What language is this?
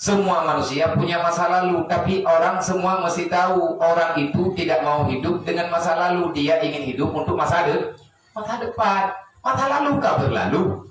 Achinese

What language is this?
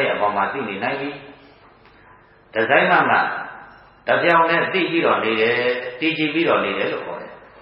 Burmese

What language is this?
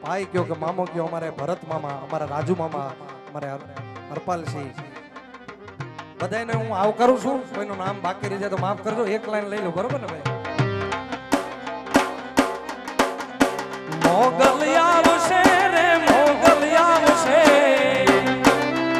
Gujarati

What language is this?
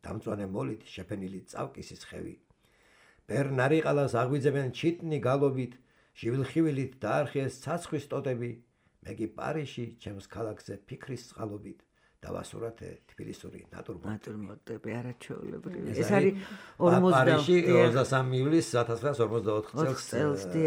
Georgian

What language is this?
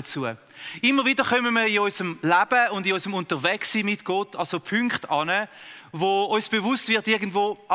Swiss German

